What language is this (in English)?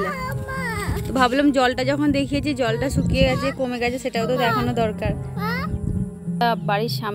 Bangla